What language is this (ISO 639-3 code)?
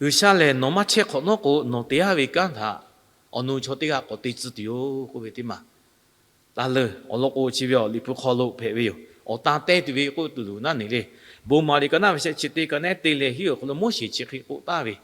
lhu